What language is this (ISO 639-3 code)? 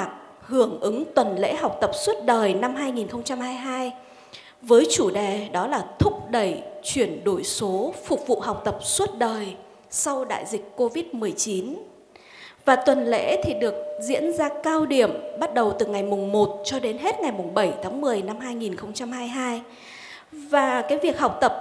vie